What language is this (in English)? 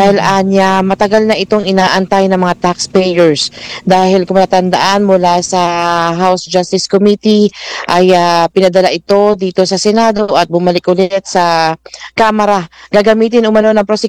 Filipino